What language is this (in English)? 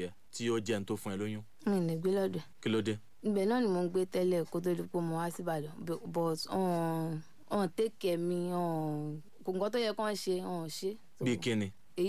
Yoruba